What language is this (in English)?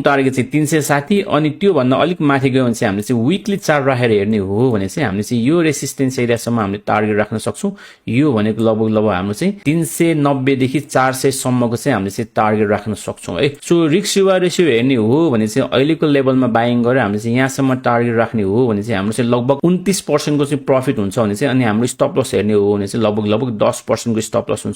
Nepali